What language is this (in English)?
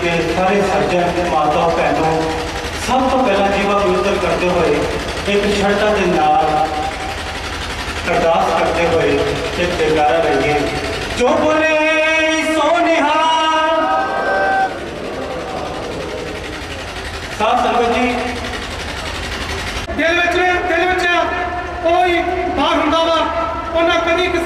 Punjabi